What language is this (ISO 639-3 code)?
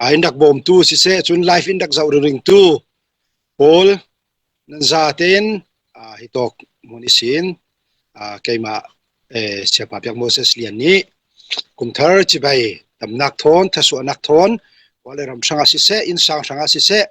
cfm